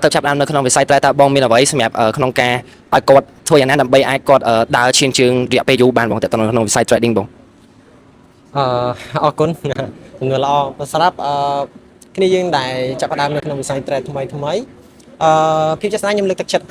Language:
Khmer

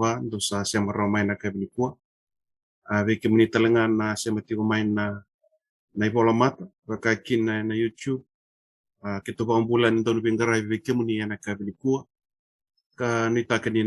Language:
Fijian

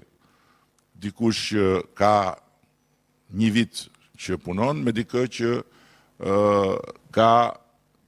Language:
Albanian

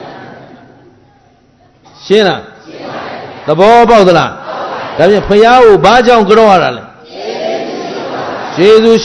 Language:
Burmese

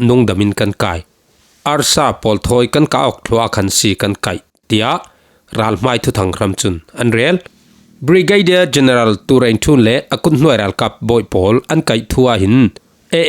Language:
Falam Chin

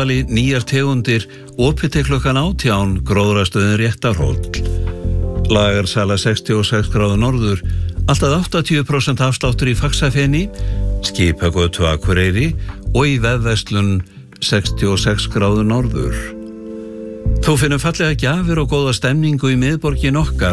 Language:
Icelandic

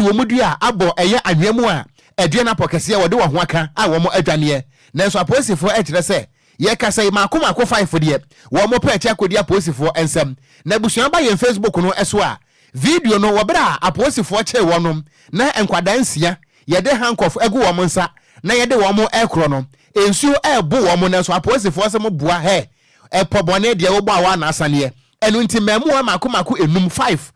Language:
Akan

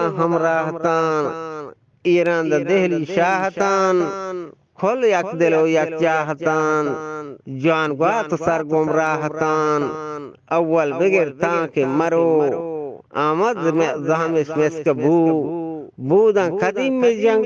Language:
Eastern Balochi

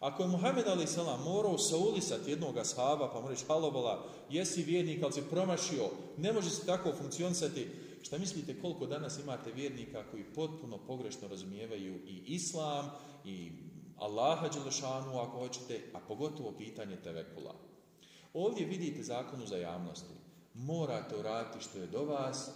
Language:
Bosnian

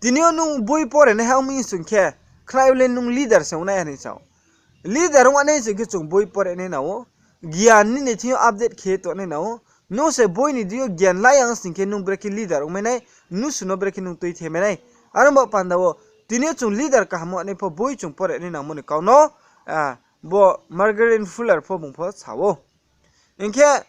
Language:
Riang (India)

